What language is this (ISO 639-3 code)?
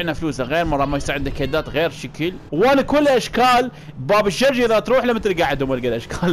acm